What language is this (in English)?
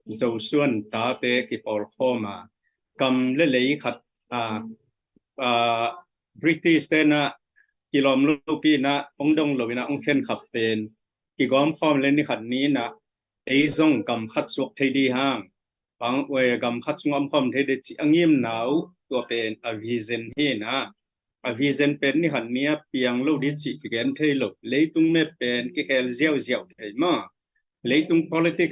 Tedim Chin